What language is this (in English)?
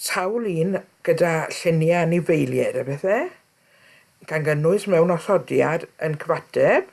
Welsh